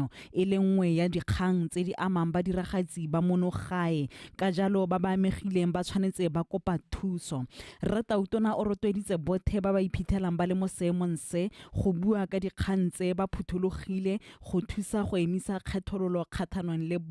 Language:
Tswana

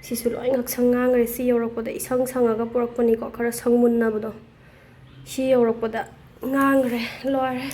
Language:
Manipuri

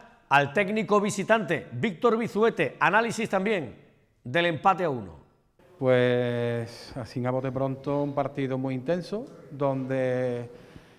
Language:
Spanish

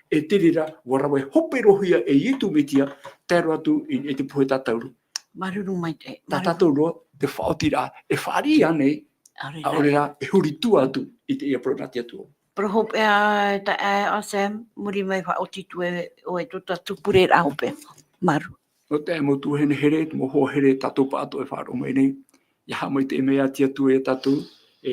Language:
Tahitian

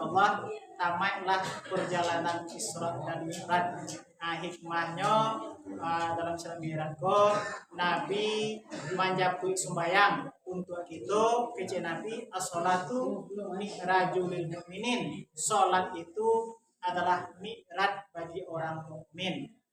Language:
Minangkabau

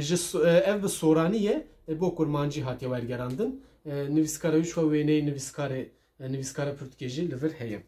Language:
Kurdish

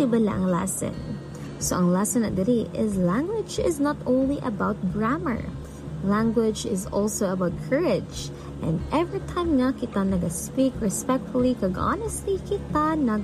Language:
Hiligaynon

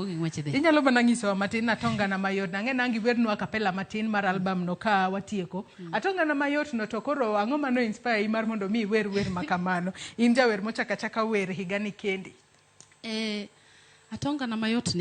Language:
Luo (Kenya and Tanzania)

